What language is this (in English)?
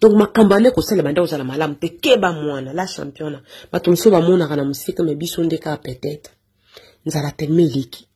Lingala